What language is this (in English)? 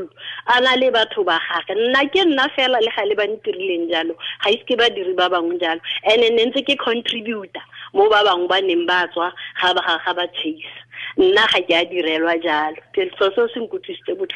Tswana